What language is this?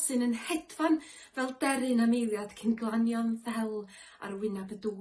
Welsh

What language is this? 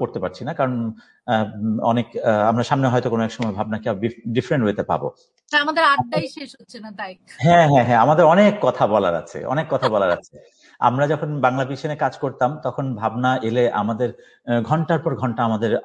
Bangla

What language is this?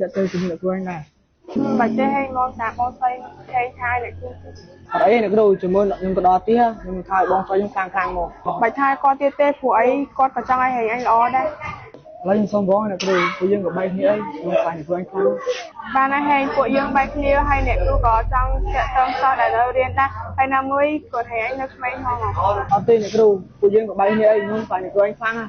Khmer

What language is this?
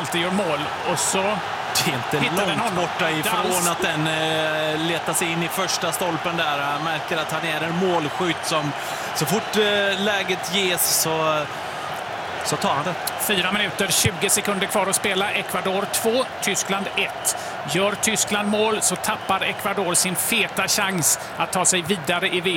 Swedish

